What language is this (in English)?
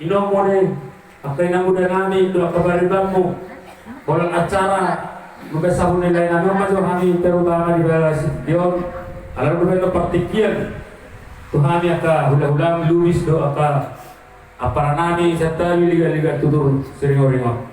Batak Toba